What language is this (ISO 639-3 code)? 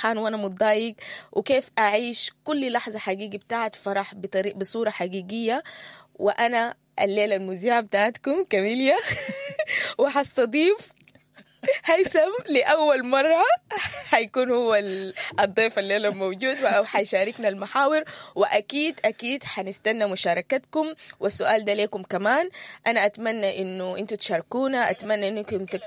apd